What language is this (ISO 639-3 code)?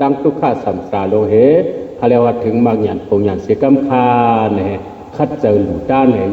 shn